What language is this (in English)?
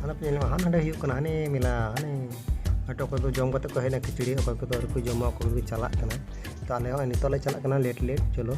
Santali